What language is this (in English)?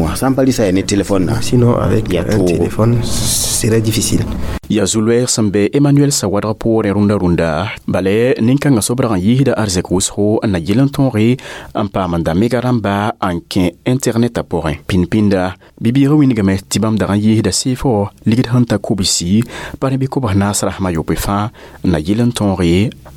Mossi